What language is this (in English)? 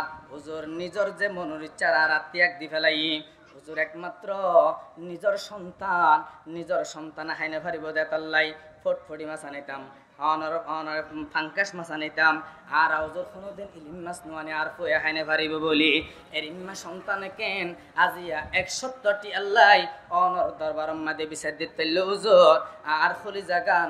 Rohingya